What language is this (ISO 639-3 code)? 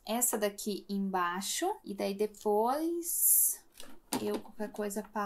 por